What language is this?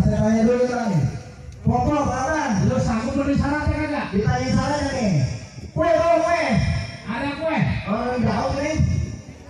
Betawi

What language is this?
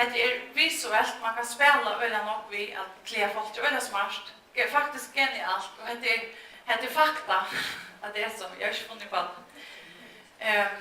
Faroese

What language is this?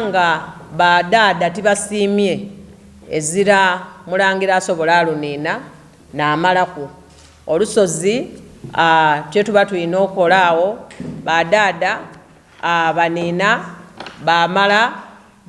Soga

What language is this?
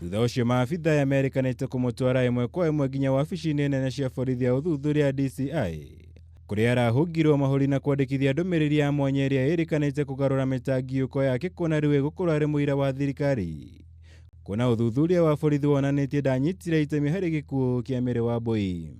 Kikuyu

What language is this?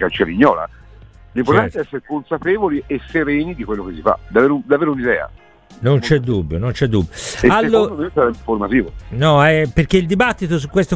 Italian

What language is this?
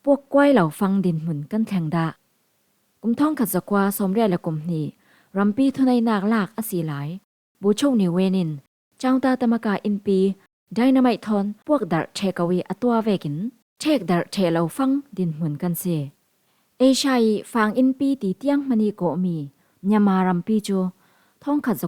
Falam Chin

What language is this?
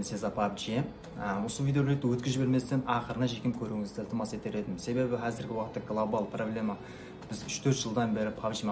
Kara-Kalpak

